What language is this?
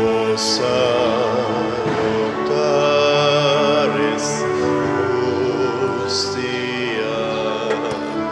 Cebuano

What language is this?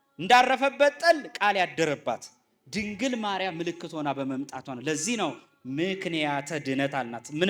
Amharic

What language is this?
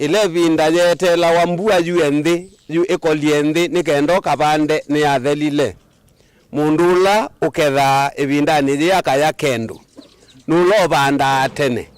Kamba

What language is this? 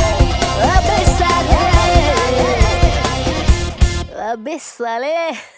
Hindi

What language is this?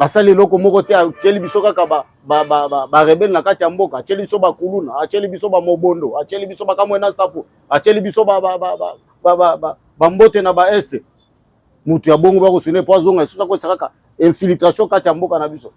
Lingala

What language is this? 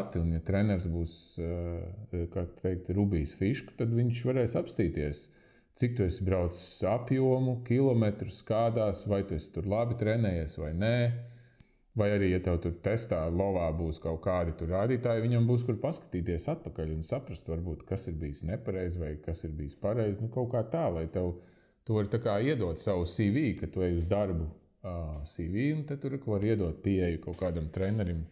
Latvian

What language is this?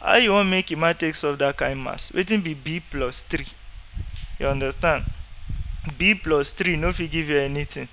Nigerian Pidgin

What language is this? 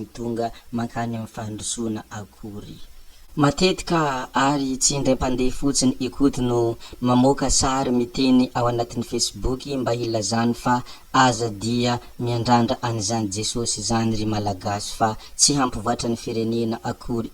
Malagasy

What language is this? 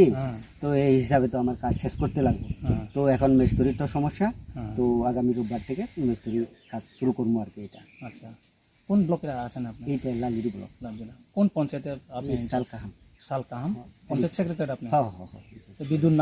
Riang (India)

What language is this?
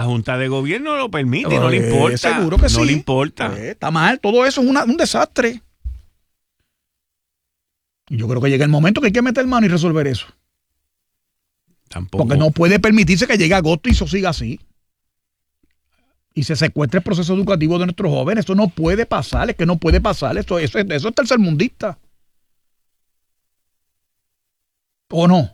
Spanish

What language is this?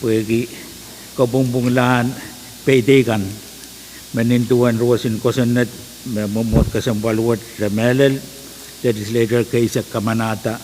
Pohnpeian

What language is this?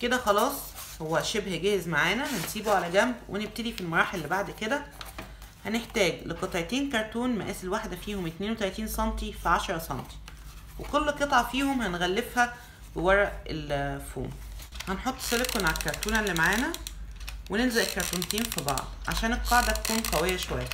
Egyptian Arabic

